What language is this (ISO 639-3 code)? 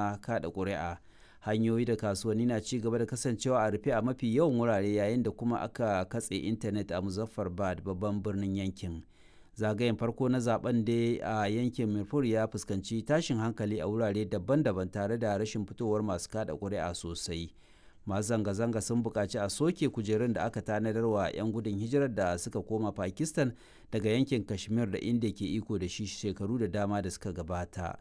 hau